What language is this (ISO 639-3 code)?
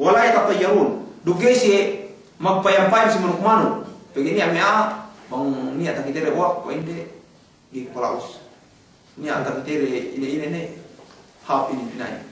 yka